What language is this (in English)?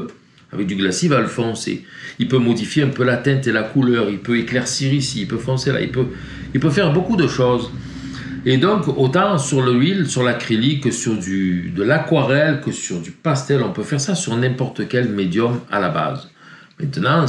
French